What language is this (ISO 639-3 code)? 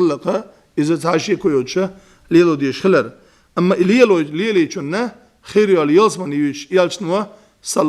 che